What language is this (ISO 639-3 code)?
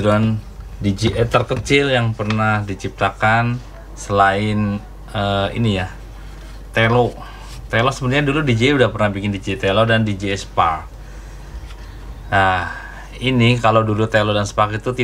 ind